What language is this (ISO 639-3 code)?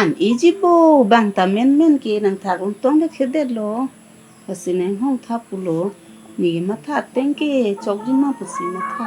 mjw